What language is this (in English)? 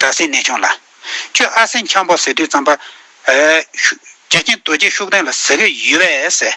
Tibetan